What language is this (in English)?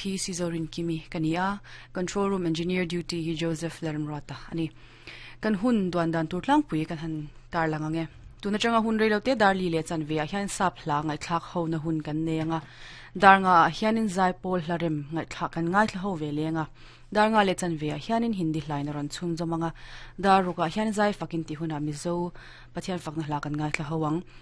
Mizo